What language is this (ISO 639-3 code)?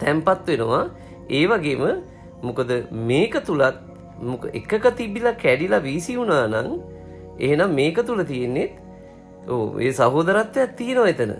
sin